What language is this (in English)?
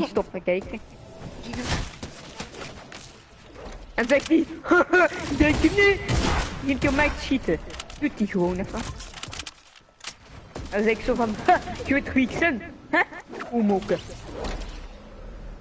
Dutch